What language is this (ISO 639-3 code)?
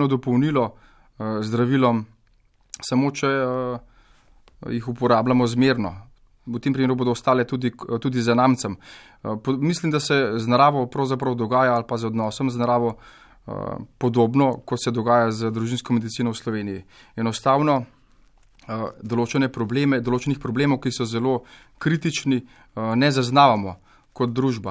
slv